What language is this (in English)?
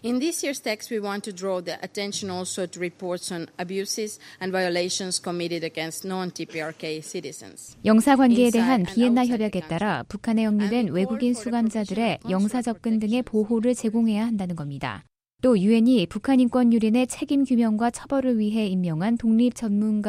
Korean